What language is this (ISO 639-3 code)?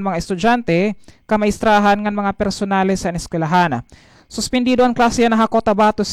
war